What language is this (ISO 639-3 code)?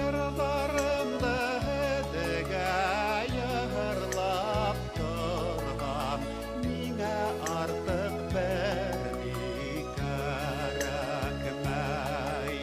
bak